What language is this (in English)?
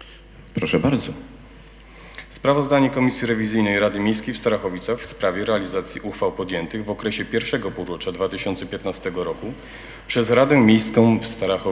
Polish